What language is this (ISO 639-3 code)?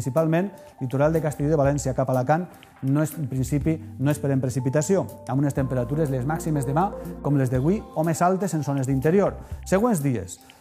cat